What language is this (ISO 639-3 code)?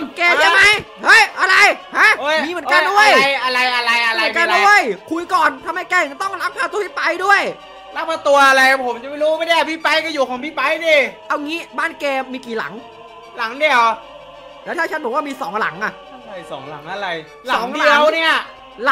tha